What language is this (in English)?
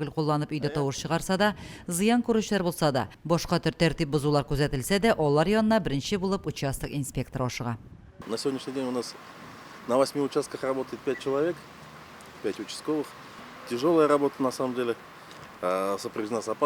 Tatar